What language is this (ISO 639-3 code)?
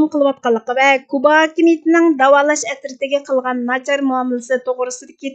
uig